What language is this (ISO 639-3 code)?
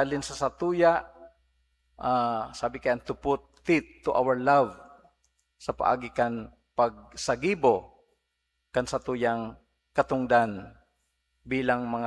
bik